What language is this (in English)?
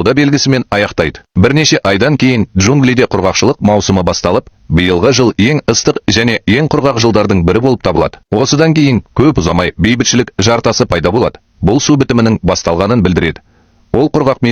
Kazakh